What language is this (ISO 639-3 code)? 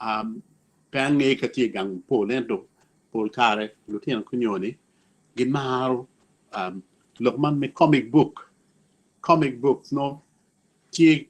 ach